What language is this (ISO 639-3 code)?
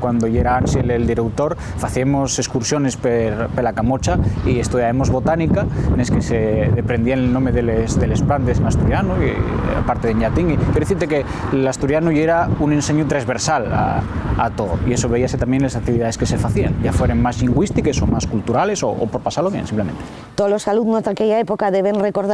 ast